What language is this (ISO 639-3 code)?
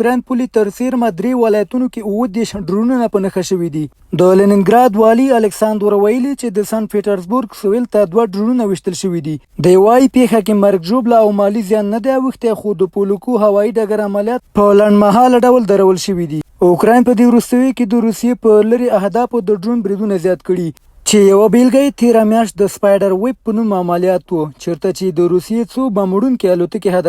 pus